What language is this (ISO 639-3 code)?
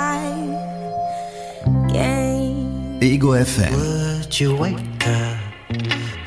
deu